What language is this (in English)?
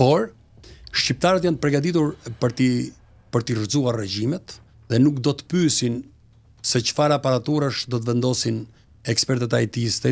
Albanian